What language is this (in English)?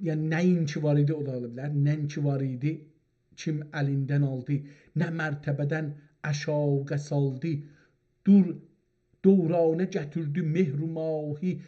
South Azerbaijani